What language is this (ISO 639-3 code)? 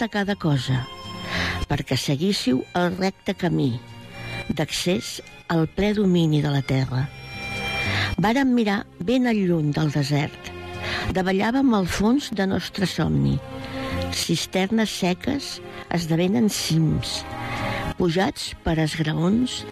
cat